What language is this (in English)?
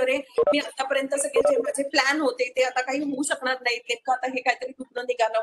Marathi